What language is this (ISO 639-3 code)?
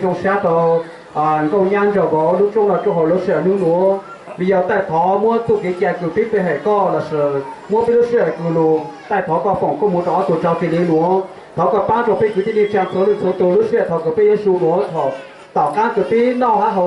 hmn